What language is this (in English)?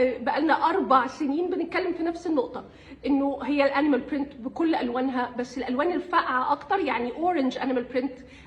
Egyptian Arabic